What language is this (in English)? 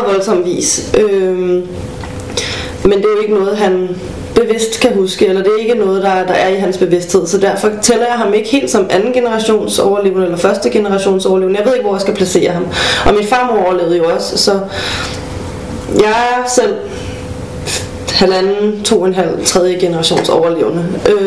Danish